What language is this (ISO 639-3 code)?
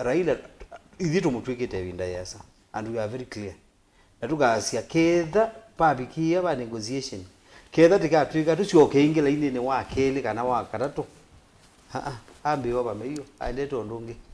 kam